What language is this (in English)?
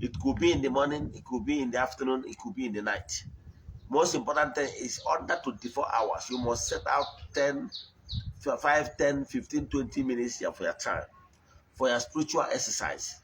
Igbo